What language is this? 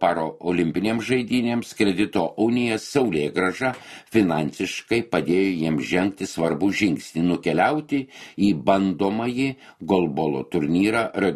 Lithuanian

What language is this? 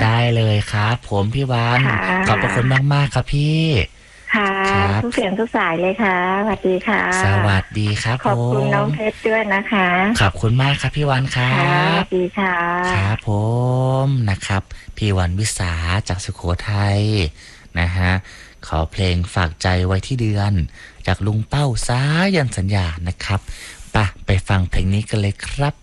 Thai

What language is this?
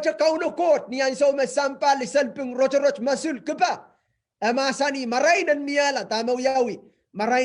Pohnpeian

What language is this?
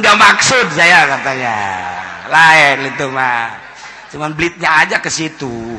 Sundanese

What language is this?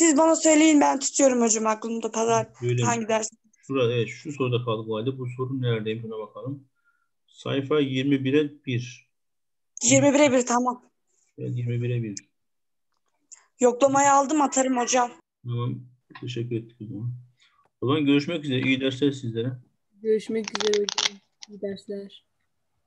Turkish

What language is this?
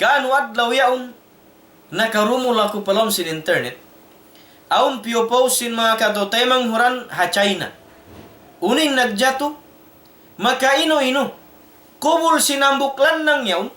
Tausug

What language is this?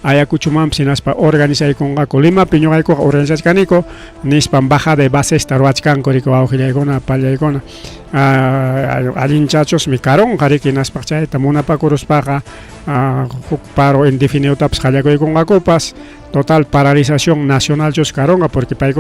Ayacucho Quechua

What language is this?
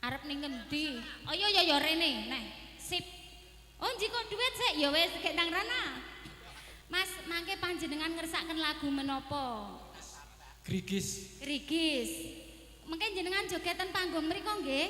Javanese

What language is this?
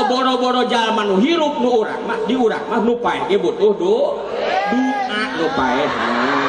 Sundanese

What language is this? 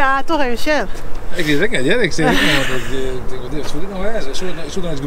Western Frisian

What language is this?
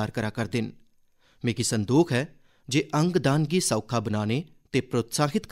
Dogri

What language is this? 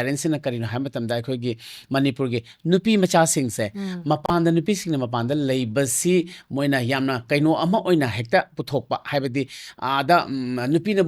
Manipuri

